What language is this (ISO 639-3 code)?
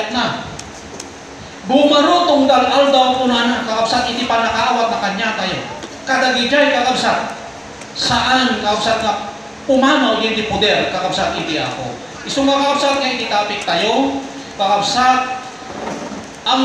ilo